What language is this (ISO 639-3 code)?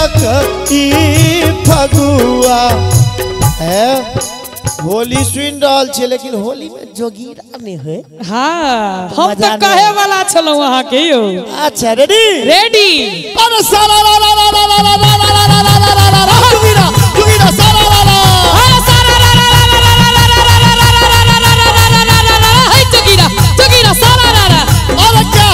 mai